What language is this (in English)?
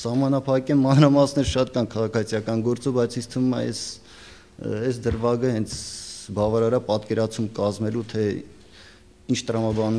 Armenian